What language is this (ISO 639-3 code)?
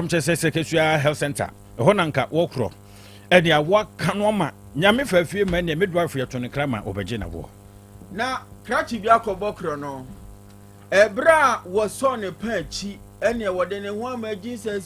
aka